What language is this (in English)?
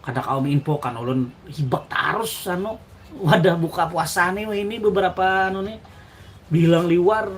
Banjar